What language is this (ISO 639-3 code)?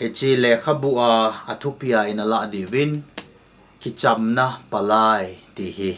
tcz